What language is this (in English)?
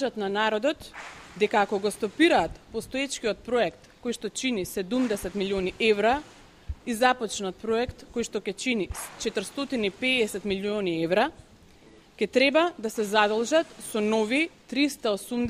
Macedonian